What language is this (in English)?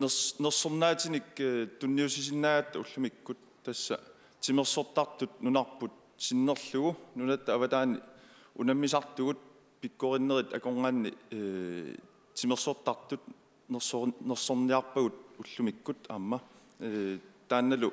Kalaallisut